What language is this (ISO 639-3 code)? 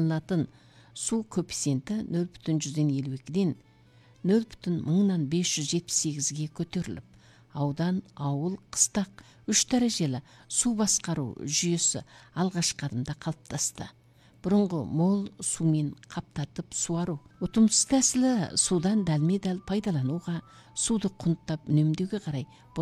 kaz